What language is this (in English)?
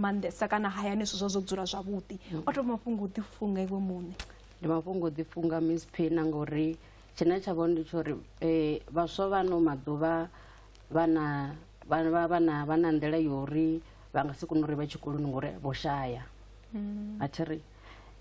Venda